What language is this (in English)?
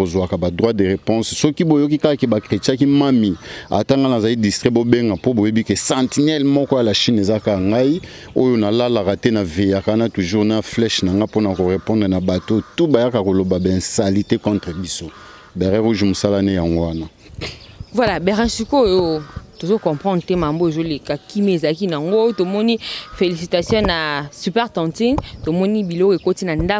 Lingala